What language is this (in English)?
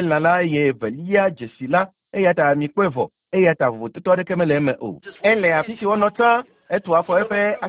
Ewe